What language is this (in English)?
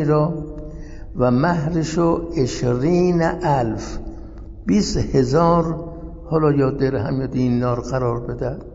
Persian